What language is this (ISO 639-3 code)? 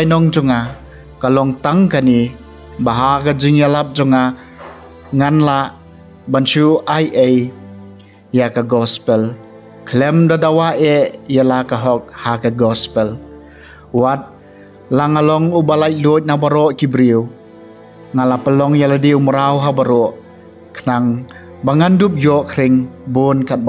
kha